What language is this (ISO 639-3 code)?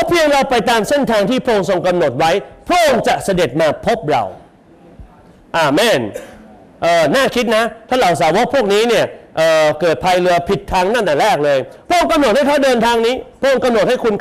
tha